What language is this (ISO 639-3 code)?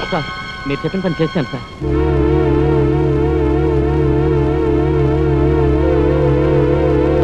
tel